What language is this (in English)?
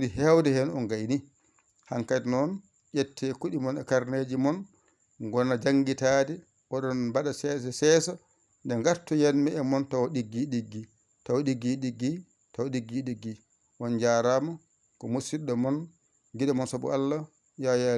Fula